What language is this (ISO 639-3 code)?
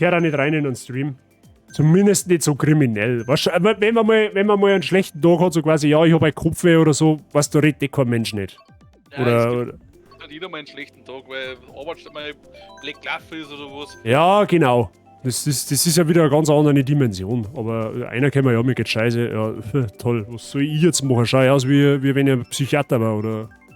bar